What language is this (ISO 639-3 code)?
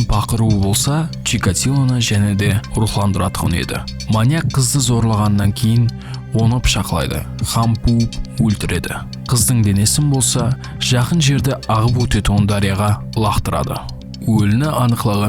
kaa